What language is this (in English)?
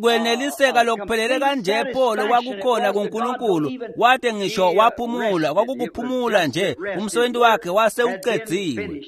Swati